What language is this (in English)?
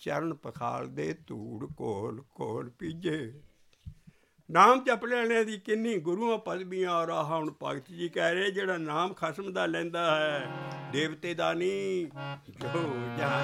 Punjabi